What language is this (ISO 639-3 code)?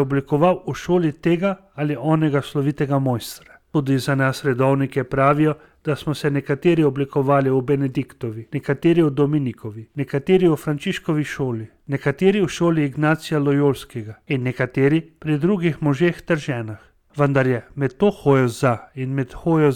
slv